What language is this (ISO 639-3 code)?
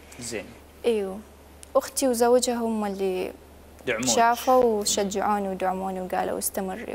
acm